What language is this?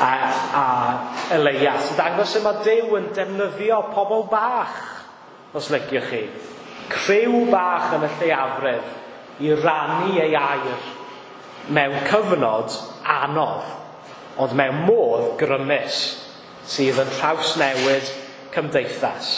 Welsh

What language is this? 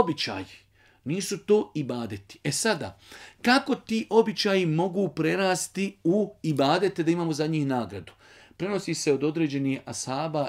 Bosnian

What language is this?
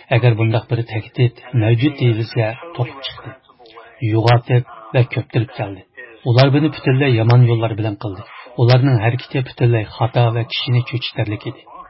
Uyghur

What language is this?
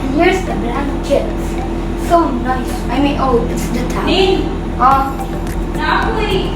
Cebuano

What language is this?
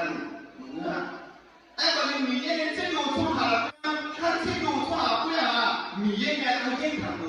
Akha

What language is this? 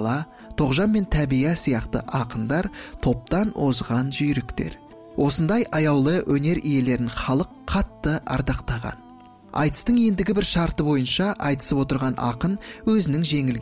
Kazakh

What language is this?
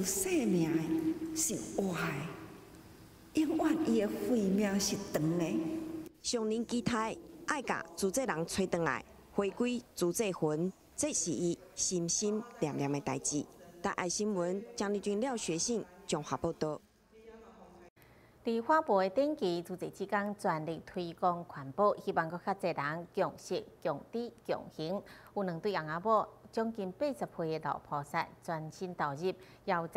Chinese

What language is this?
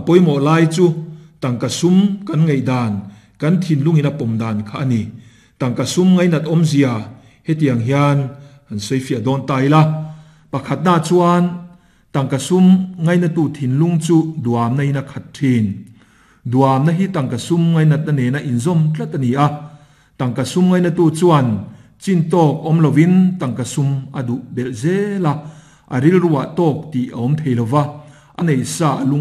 Mizo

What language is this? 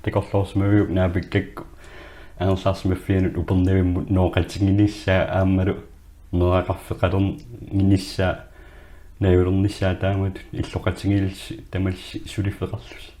Kalaallisut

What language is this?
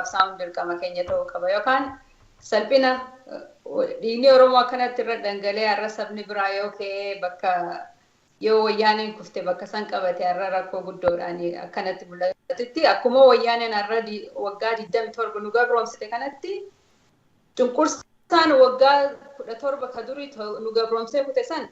Oromo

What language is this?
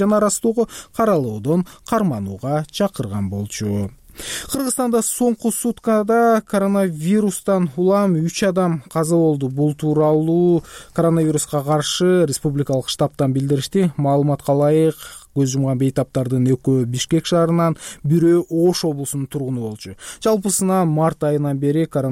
Kyrgyz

